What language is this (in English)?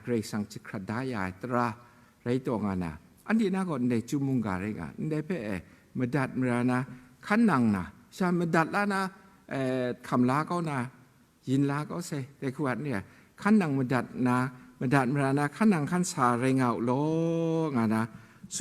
Kachin